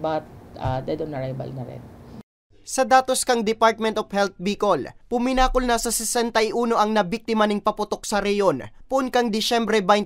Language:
Bikol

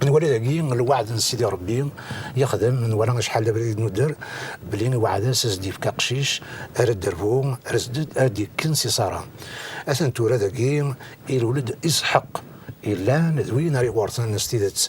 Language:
Kabyle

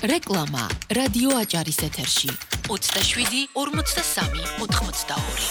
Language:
Georgian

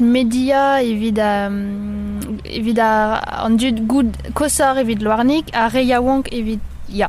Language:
Breton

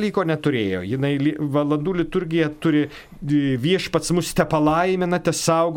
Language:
Lithuanian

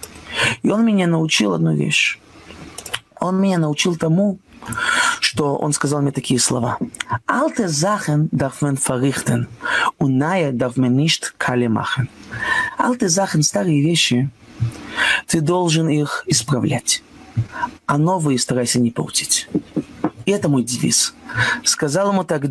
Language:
Russian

